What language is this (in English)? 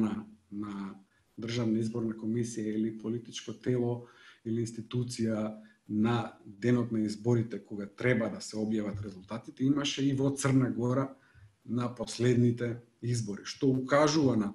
Macedonian